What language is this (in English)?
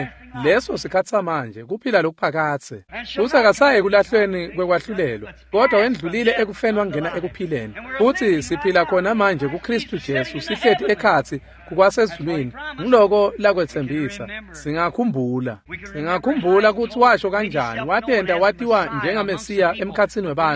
Swati